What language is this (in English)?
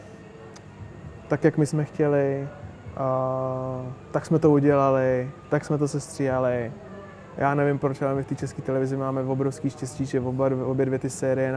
Czech